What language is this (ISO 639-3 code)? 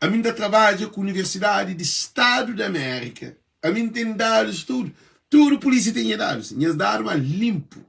kea